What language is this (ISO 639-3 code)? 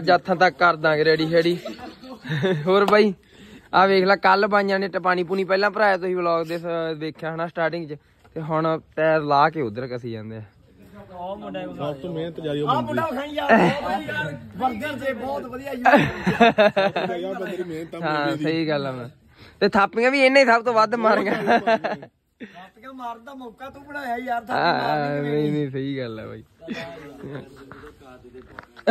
pan